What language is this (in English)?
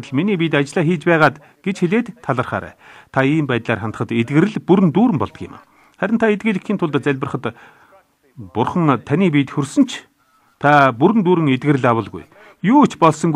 Mongolian